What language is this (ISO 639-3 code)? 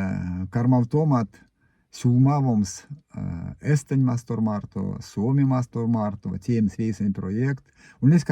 myv